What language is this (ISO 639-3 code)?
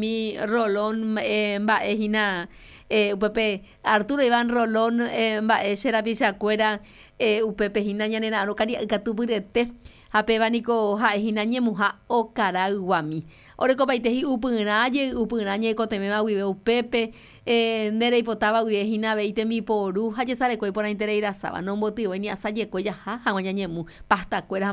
grn